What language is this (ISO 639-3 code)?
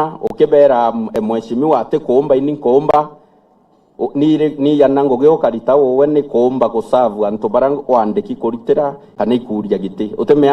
mer